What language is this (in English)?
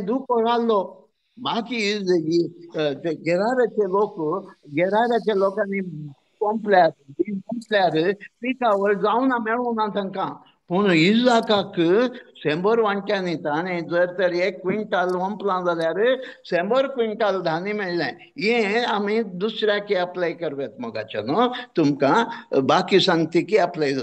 Konkani